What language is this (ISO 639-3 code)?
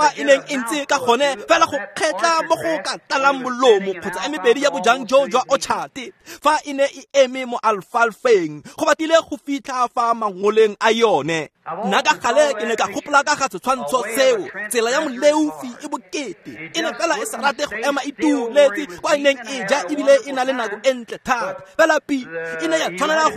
tsn